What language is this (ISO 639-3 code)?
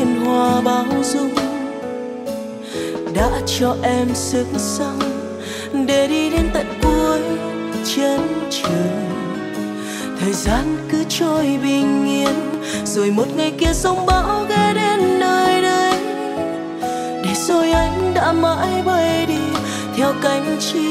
vie